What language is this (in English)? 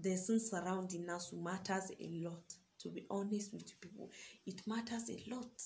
Hausa